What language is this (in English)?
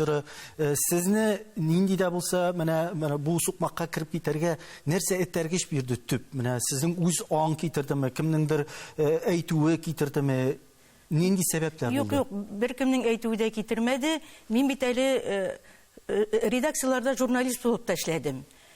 Tatar